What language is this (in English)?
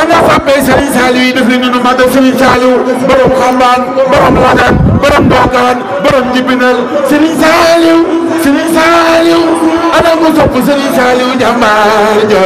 Wolof